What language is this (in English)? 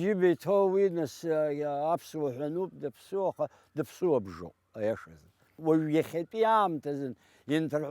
Abkhazian